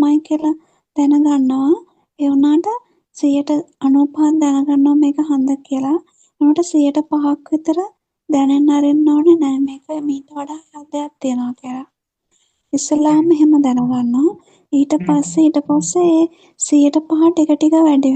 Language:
Sinhala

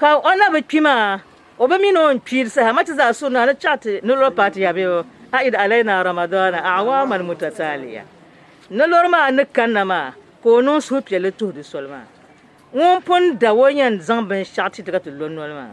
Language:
Dagbani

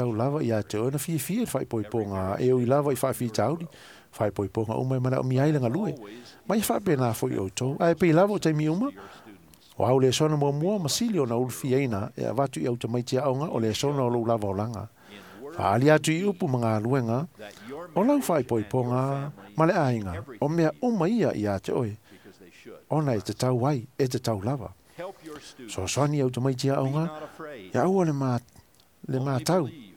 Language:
Samoan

